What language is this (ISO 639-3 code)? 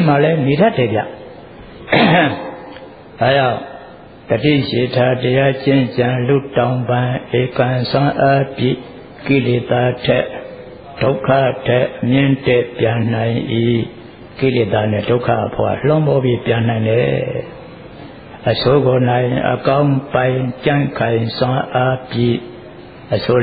mya